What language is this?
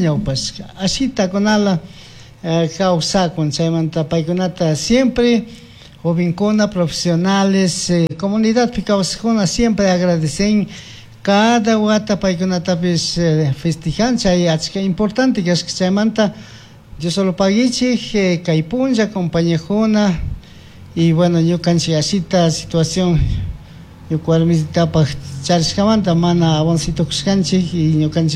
Chimborazo Highland Quichua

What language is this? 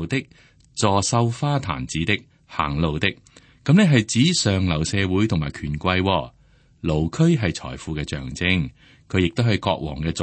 Cantonese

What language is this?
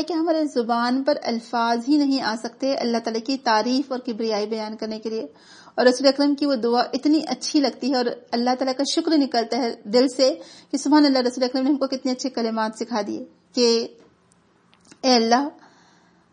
Urdu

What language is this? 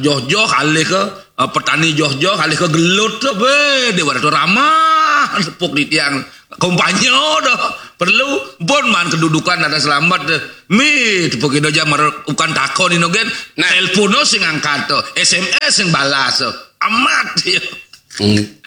Balinese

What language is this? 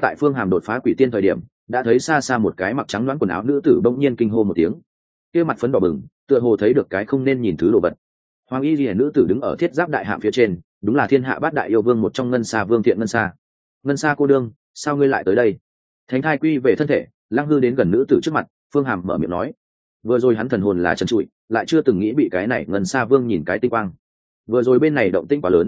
Vietnamese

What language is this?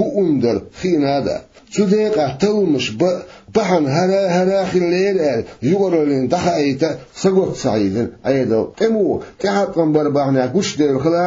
Chechen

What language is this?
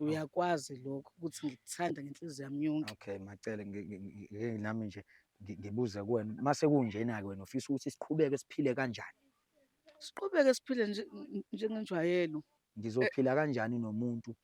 Zulu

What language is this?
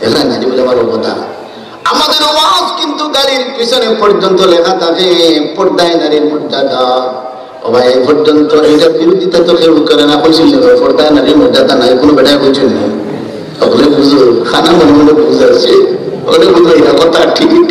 Sylheti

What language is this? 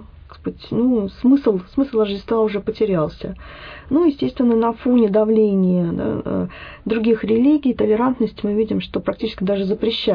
Russian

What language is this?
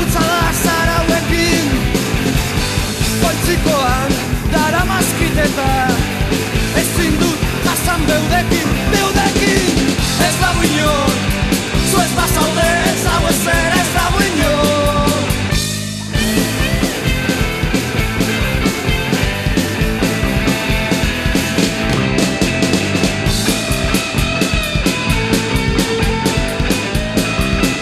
Basque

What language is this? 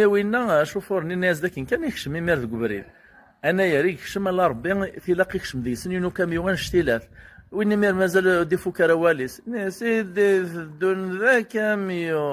Kabyle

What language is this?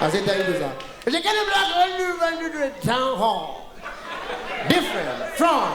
Nigerian Pidgin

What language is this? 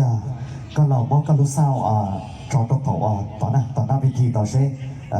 Hmong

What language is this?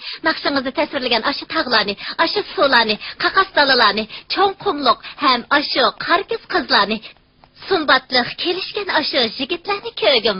Uyghur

